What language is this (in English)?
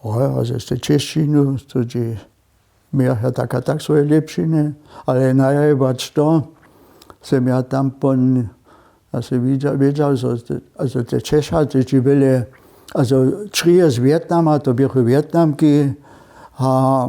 Upper Sorbian